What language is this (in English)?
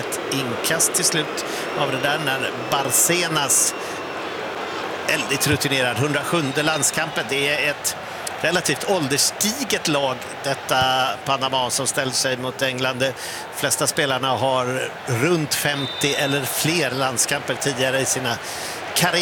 Swedish